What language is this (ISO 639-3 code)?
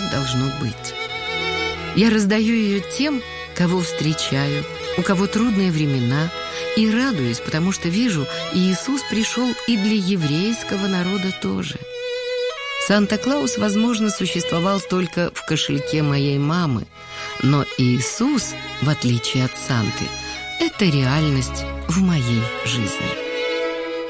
rus